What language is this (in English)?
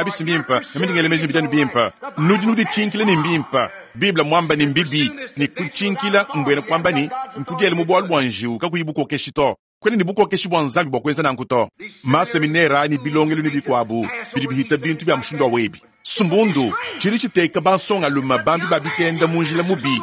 Luba-Lulua